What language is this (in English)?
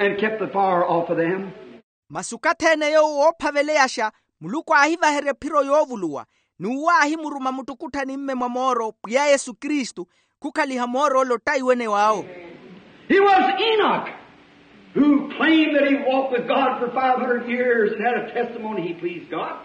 Makhuwa